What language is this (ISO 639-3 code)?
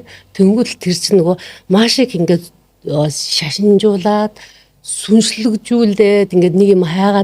mon